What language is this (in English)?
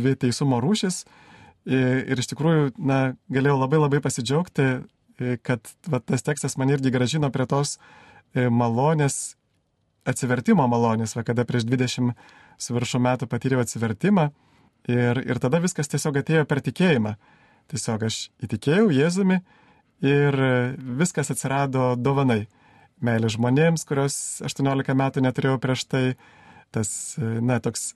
Lithuanian